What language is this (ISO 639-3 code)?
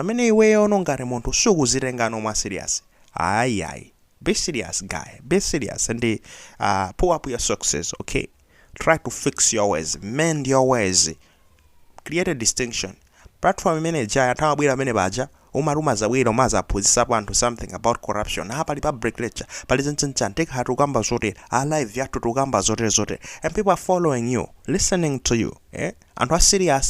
nya